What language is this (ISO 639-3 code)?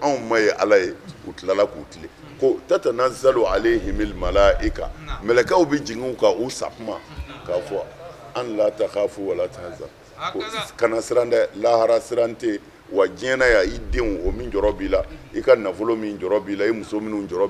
bam